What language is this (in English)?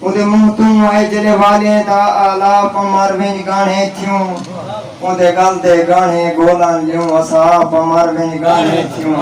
Saraiki